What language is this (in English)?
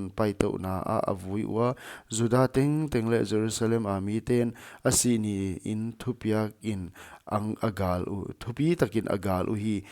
Paite Chin